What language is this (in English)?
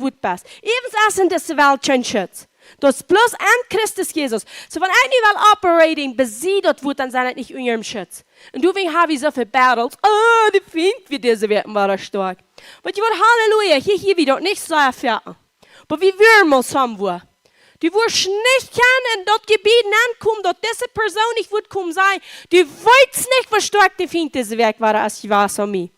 Plautdietsch